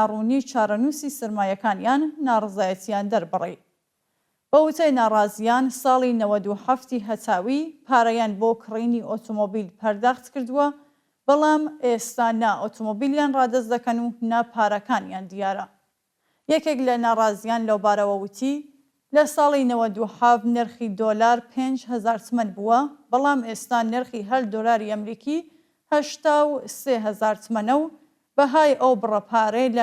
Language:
Central Kurdish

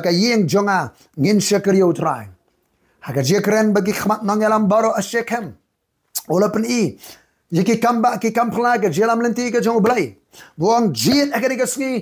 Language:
Khasi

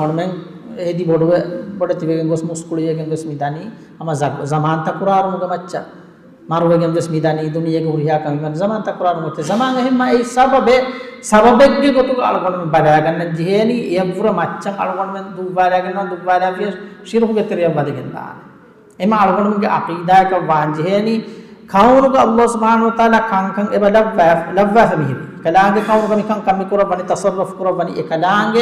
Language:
Divehi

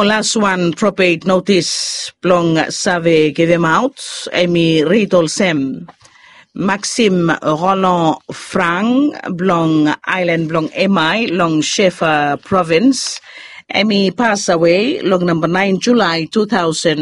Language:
Bislama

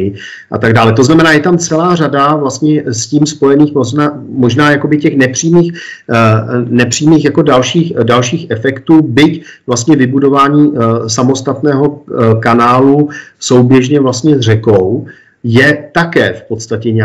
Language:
Czech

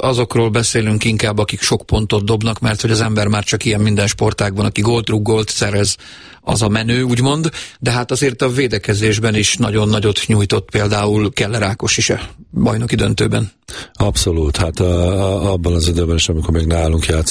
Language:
Hungarian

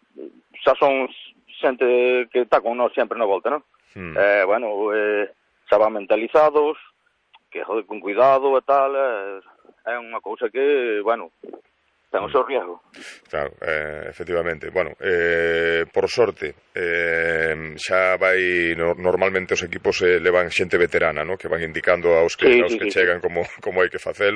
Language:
Galician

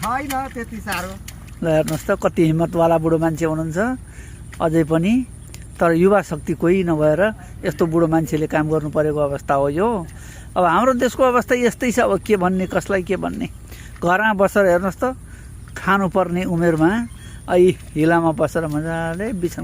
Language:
Nepali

